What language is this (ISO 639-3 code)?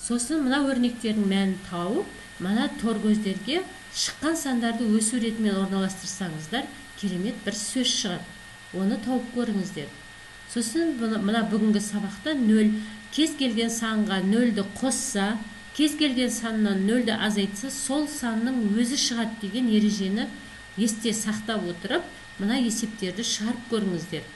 kaz